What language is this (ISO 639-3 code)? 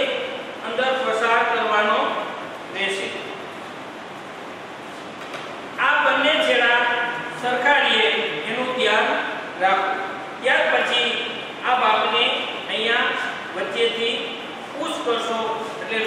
guj